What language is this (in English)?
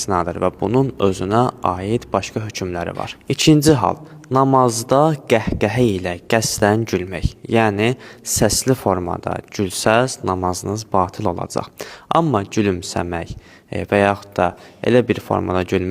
Azerbaijani